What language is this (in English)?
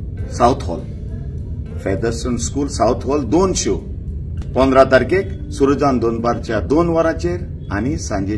Konkani